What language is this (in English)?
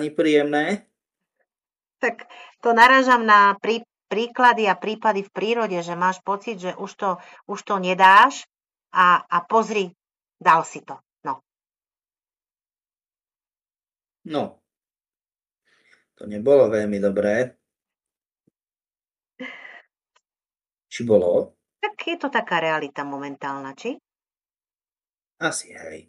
Slovak